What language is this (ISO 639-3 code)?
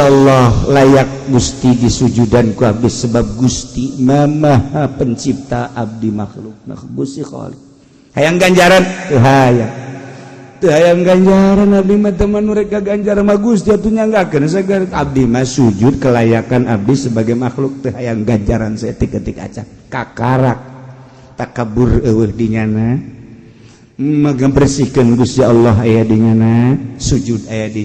sun